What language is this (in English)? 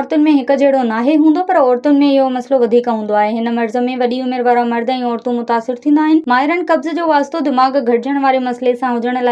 Sindhi